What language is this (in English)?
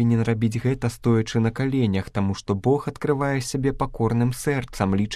Belarusian